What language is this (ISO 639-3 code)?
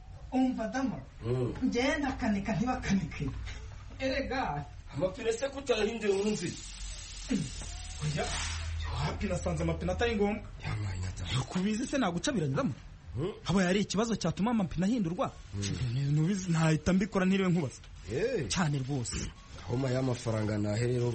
kin